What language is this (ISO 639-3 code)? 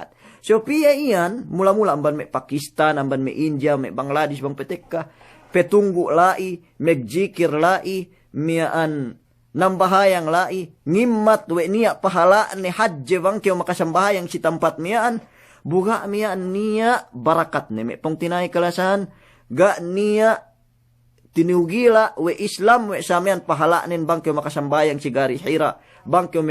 yka